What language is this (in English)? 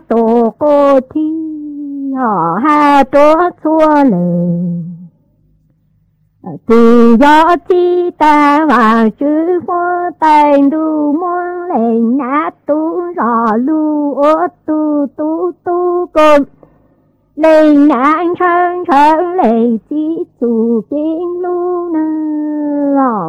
Vietnamese